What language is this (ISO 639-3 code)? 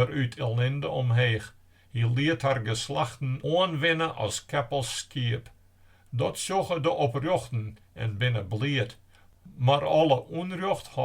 fry